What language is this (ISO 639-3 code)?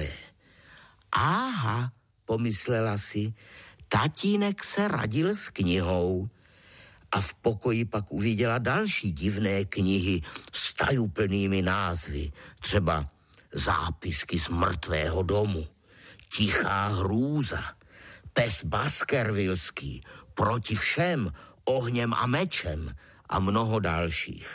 ces